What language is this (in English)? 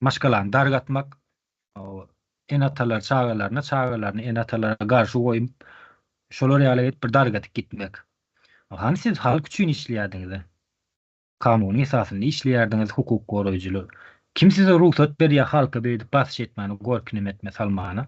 Turkmen